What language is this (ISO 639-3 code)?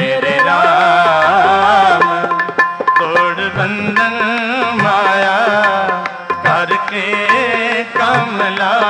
pan